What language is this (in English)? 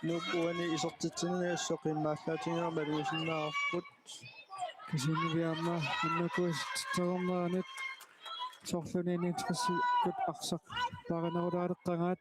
Kalaallisut